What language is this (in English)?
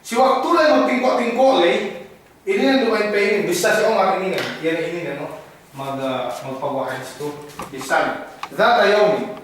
Yakan